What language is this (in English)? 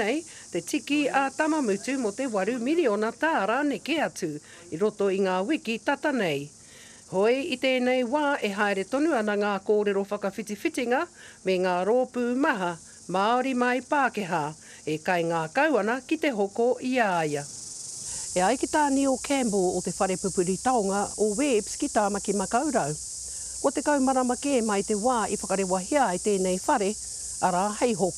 Māori